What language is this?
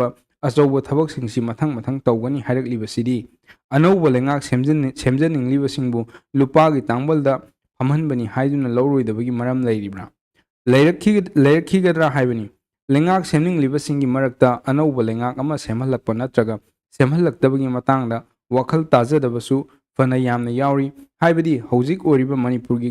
Manipuri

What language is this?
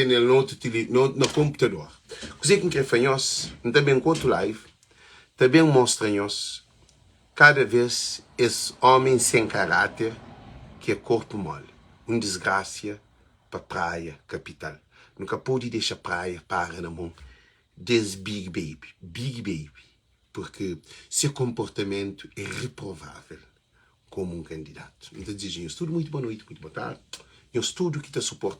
Kabuverdianu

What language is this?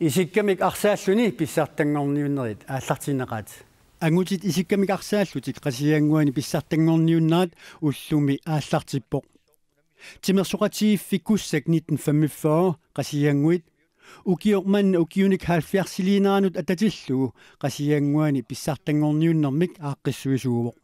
Kalaallisut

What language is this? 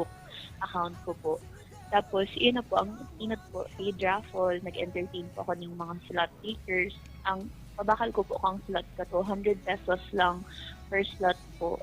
Bikol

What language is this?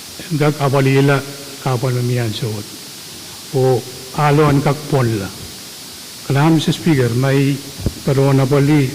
Pohnpeian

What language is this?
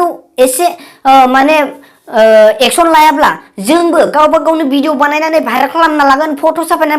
Bodo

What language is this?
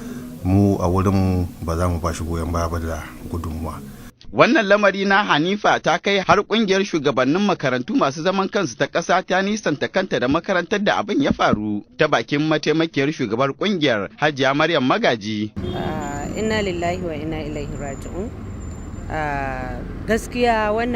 Hausa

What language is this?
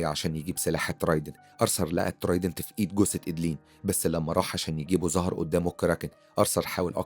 Egyptian Arabic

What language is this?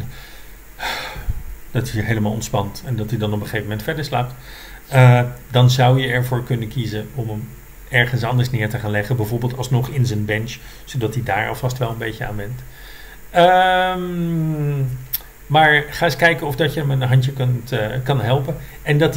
Dutch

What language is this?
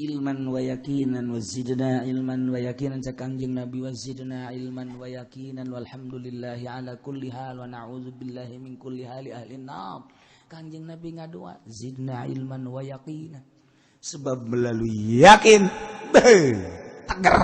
Sundanese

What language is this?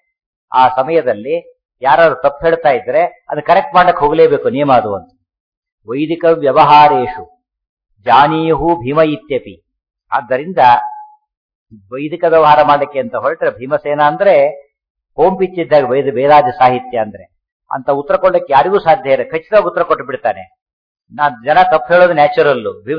Kannada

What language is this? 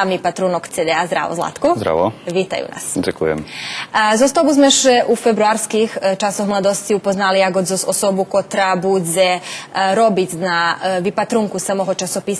Rusyn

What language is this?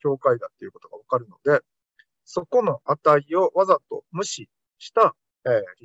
Japanese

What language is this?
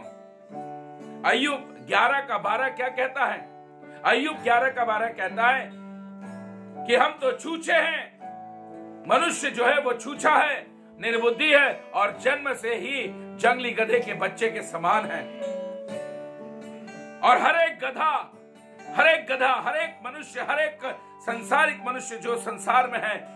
Hindi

